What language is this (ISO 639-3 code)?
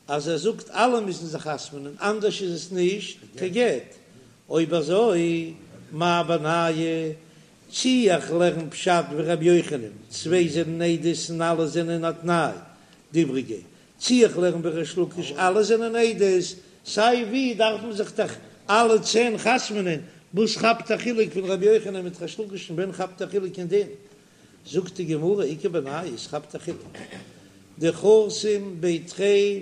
yid